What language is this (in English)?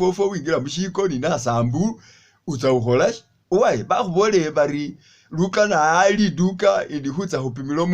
Masaaba